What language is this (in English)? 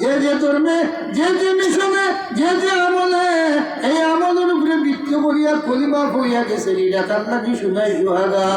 Sylheti